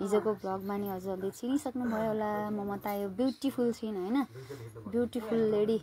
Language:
Nepali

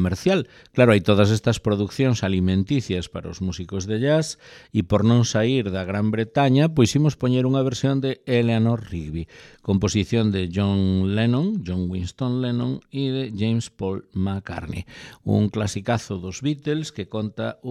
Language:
Galician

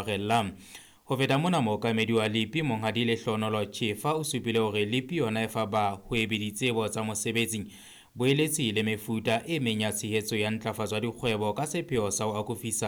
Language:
Southern Sotho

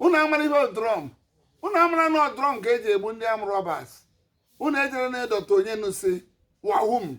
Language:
Igbo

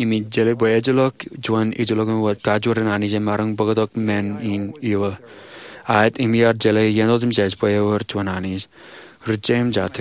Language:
Marshallese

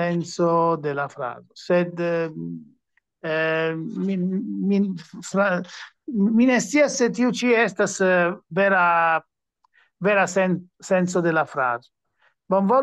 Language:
Esperanto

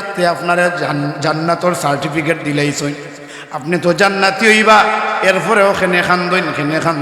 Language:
Sylheti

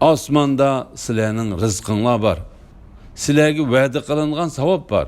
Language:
Uyghur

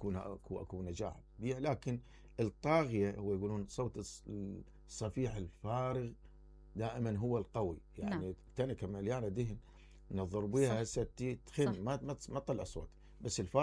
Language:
Mesopotamian Arabic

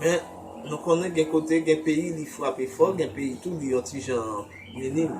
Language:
Haitian Creole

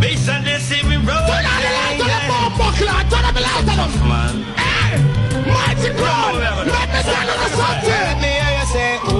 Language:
Jamaican Creole English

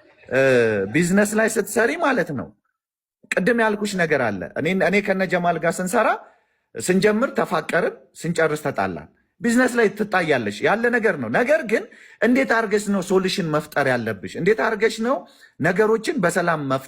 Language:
Amharic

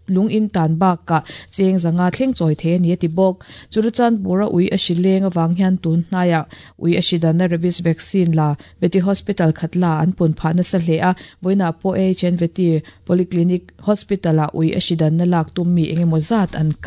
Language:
Mizo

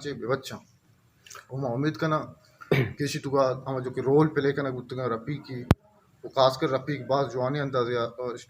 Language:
Baluchi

